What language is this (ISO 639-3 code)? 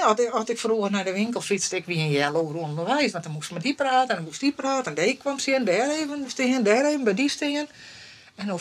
fry